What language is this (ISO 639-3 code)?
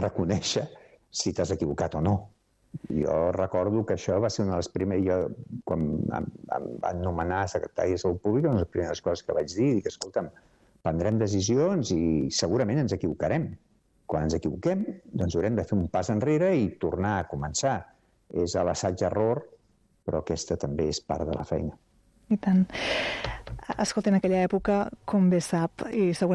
cat